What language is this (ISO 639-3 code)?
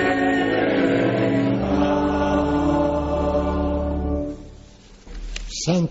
eus